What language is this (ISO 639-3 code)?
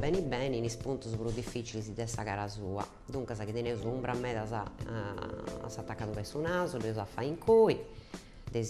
srd